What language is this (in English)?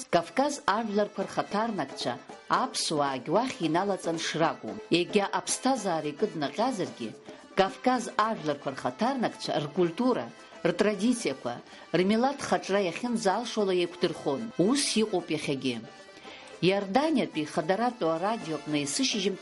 Abkhazian